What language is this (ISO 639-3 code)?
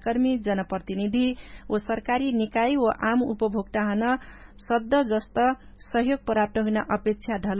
thl